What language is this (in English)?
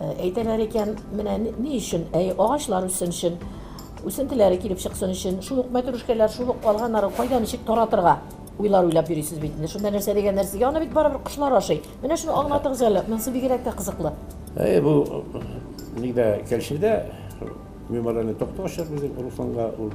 Tatar